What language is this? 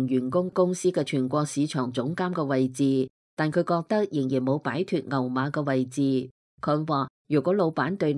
Cantonese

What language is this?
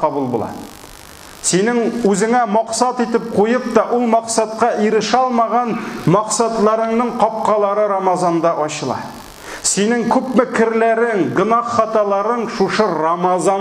Tatar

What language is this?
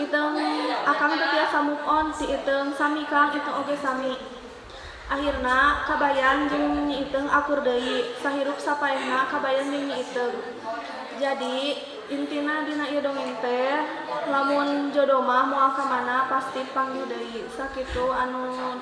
Sundanese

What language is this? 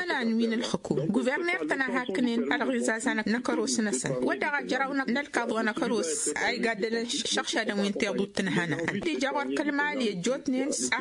Tamasheq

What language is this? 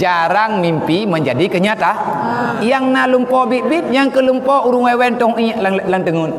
Achinese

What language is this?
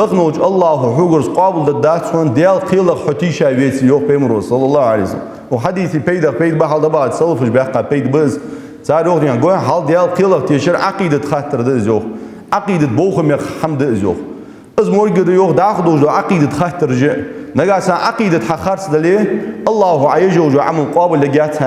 Ingush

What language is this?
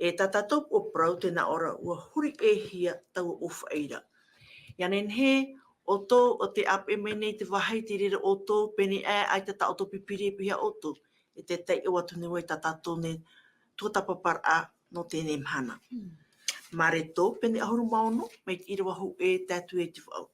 Tahitian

